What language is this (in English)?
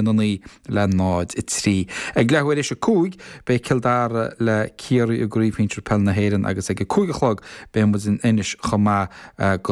Irish